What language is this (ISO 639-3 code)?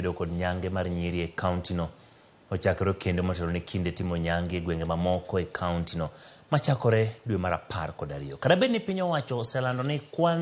luo